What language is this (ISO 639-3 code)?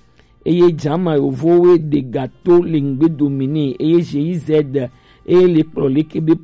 gej